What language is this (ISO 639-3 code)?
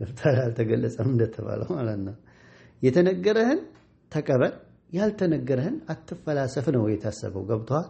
amh